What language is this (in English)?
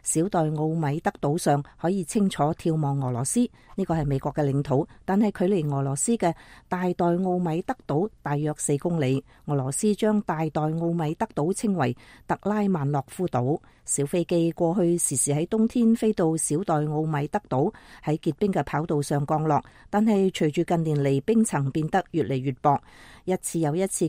Cantonese